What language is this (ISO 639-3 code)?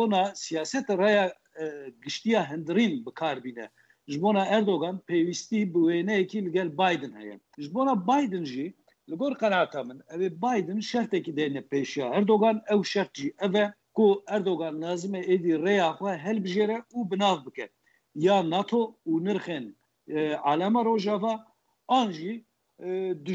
kur